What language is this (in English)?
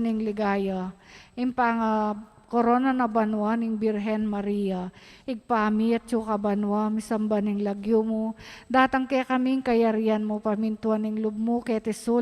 Pampanga